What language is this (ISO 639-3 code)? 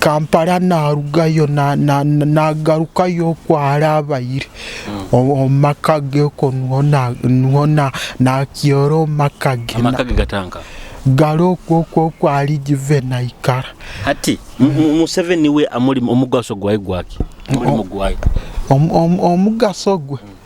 nyo